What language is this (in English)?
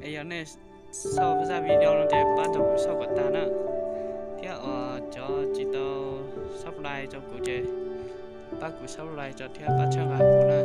Hmong